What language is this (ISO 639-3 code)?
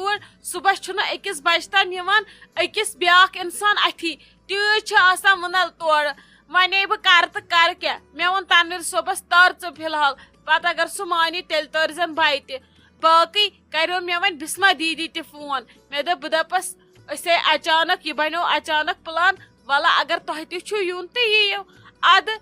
kas